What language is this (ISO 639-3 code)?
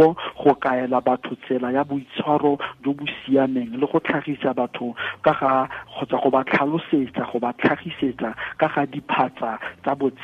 tsn